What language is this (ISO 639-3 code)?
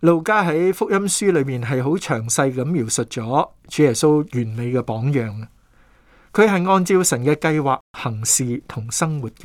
yue